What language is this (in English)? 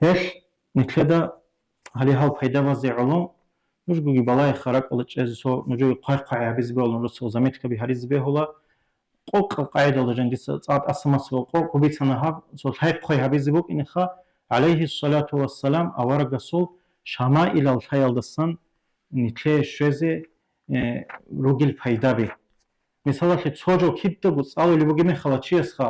Avaric